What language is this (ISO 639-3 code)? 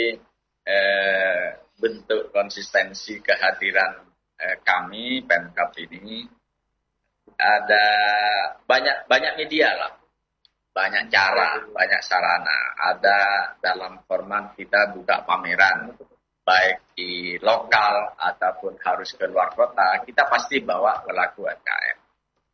ind